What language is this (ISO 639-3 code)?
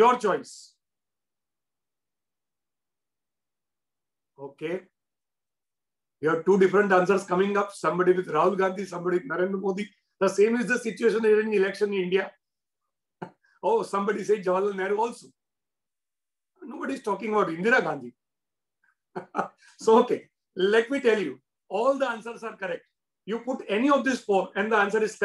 eng